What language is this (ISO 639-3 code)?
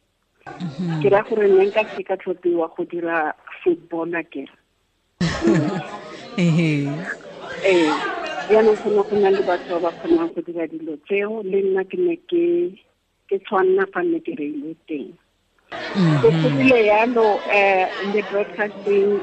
tsn